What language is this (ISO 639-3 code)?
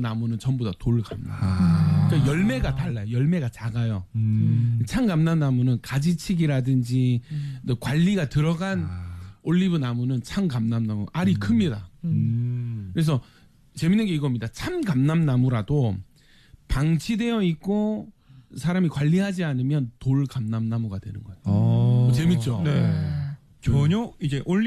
kor